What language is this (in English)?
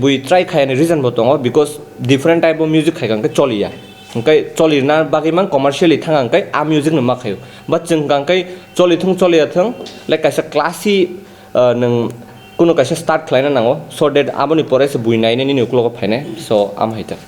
Kok Borok